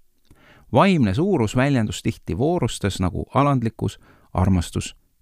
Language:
Estonian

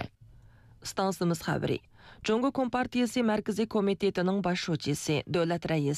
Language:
Uyghur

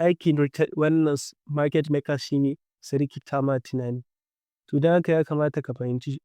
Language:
Hausa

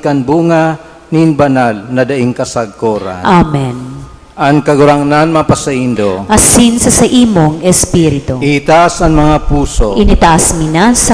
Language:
Bikol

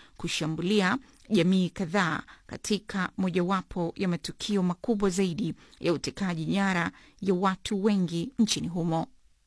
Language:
Swahili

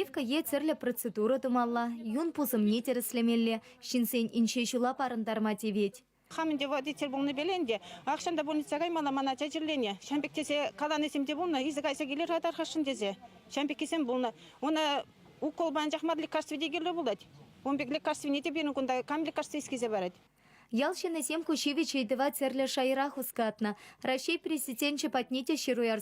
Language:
Chuvash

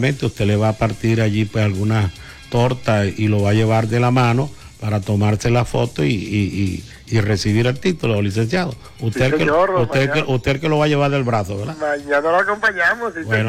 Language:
Spanish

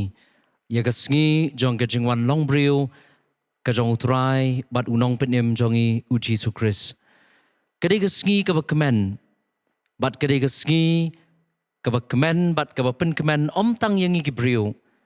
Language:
Khasi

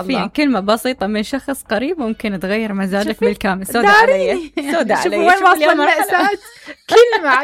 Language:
Mesopotamian Arabic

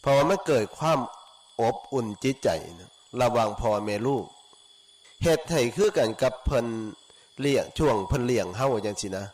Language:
Lao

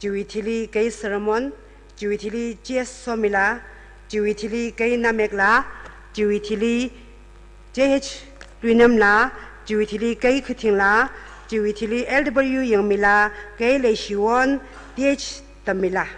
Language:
Tangkhul Naga (India)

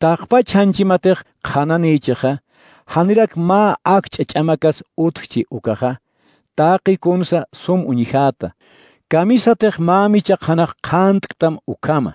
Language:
Aymara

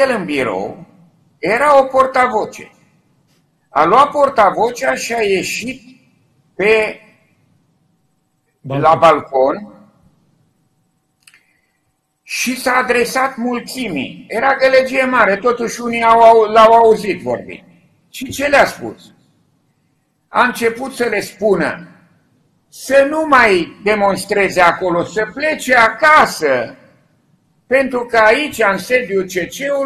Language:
Romanian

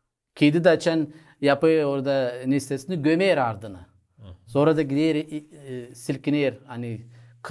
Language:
Gagauz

